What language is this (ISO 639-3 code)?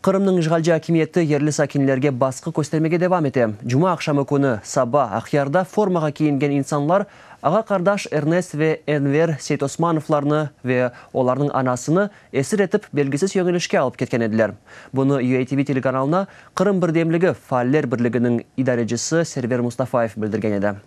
crh